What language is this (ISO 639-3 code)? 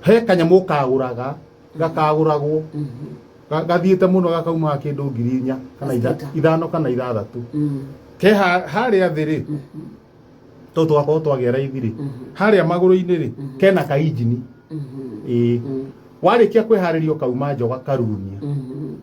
kik